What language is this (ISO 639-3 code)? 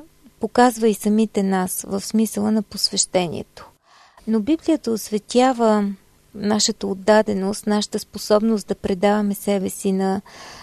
bul